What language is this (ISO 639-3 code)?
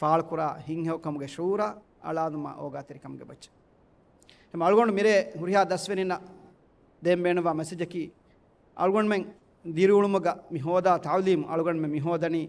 div